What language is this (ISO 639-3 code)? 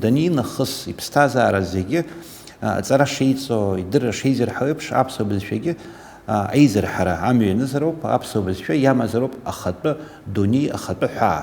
abk